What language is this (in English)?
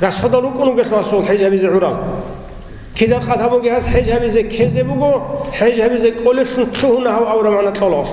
Avaric